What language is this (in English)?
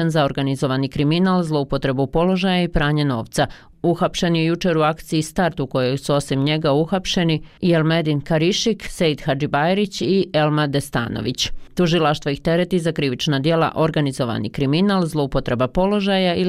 Bosnian